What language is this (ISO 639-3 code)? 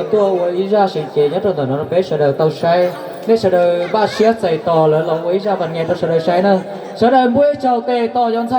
hmn